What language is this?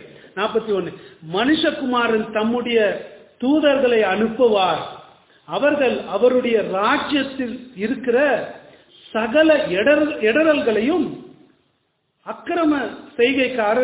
Tamil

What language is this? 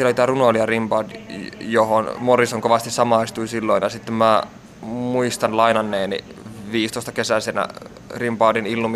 Finnish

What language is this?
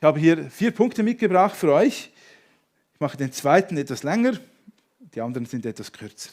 Swiss German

